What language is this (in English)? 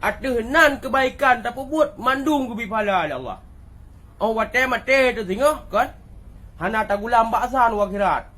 Achinese